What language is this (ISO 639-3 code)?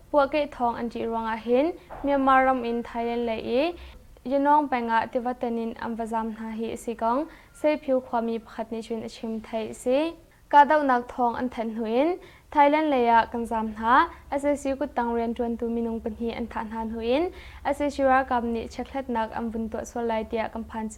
cnh